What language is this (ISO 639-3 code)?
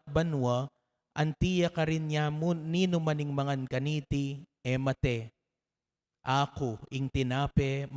pam